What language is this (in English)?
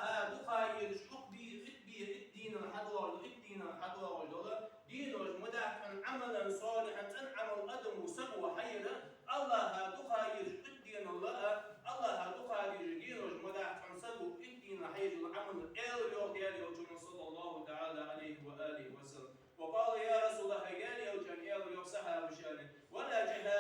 Ingush